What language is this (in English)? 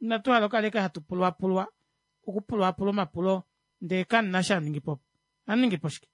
Kuanyama